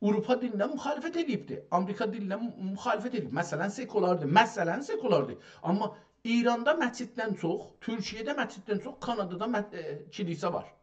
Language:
South Azerbaijani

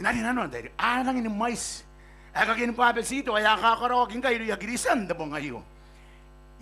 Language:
Gilbertese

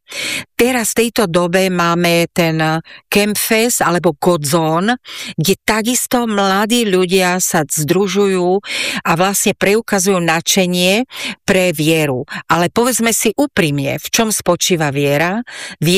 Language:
Slovak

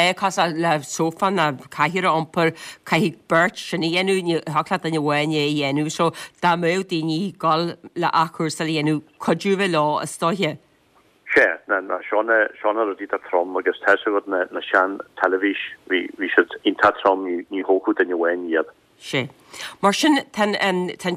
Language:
Irish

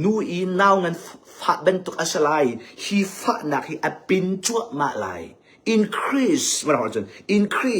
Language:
Hakha Chin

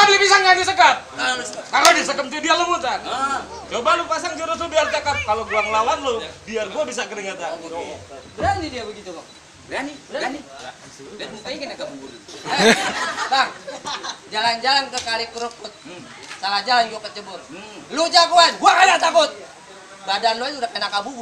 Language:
Betawi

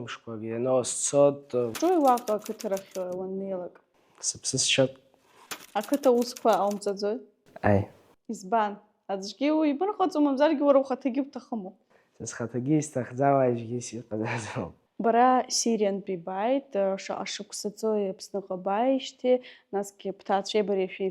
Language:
Abkhazian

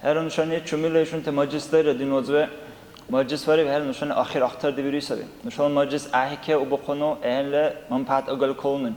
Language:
Dargwa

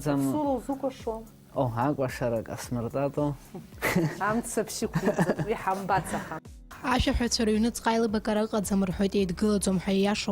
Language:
Abkhazian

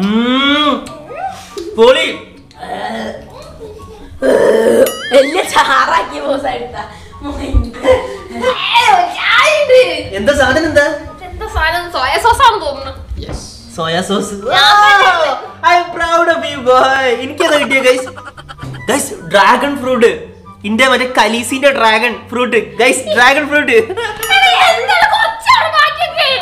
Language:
Malayalam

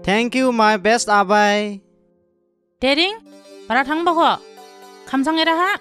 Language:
Dimasa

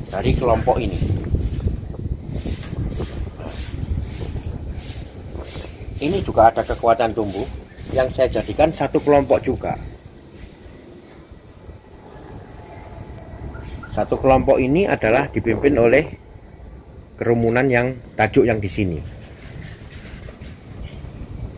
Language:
Indonesian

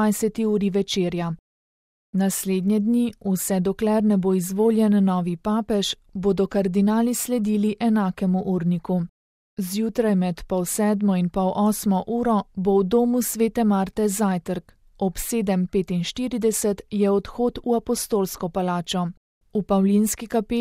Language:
Slovenian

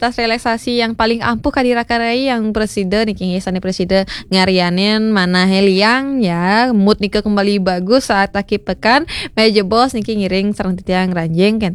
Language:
Balinese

